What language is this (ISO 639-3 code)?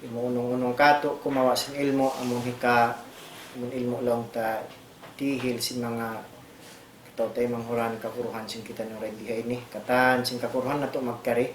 tsg